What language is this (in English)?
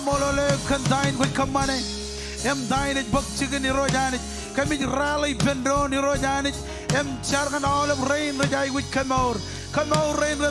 Marshallese